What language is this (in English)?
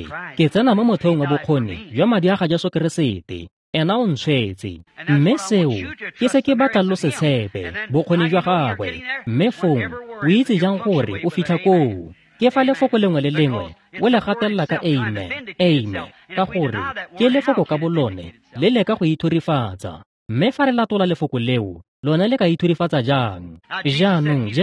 Tswana